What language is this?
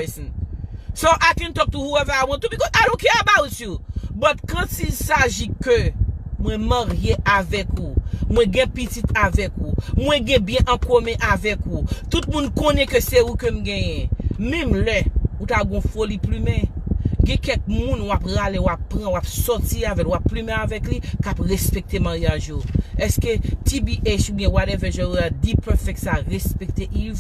Haitian Creole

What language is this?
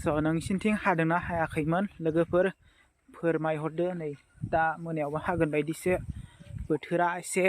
Bodo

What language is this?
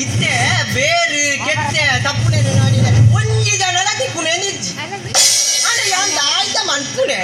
Tulu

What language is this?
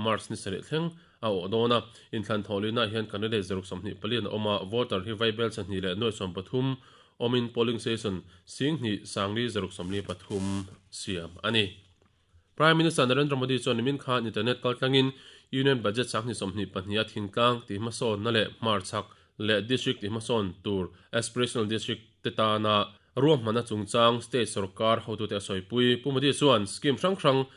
Mizo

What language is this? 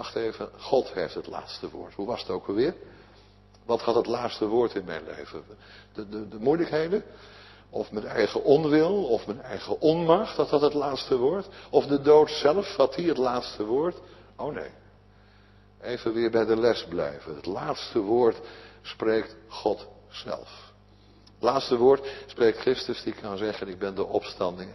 Dutch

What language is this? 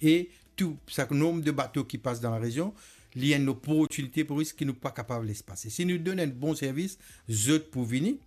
Morisyen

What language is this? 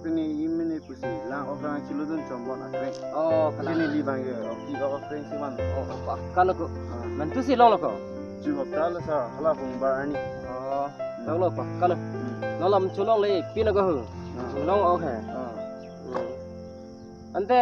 Karbi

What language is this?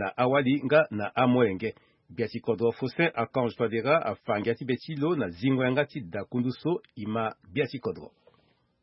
Sango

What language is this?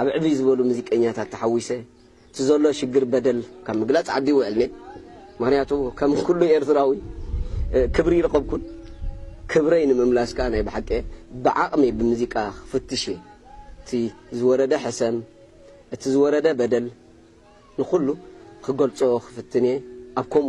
Tigrinya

